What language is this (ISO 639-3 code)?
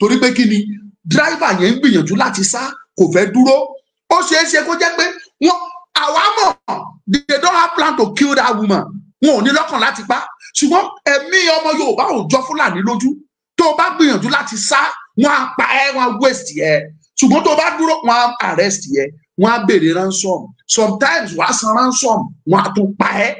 yor